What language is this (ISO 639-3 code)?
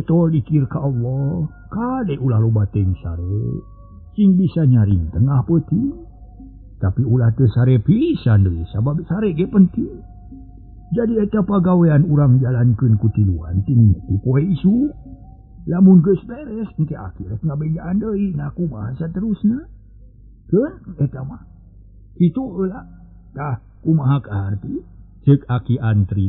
sun